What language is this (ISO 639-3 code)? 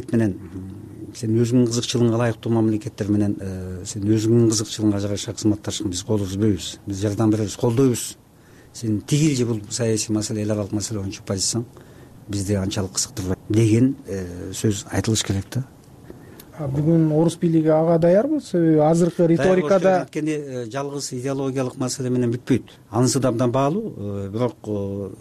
kir